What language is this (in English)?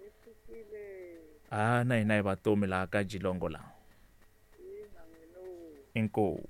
Tsonga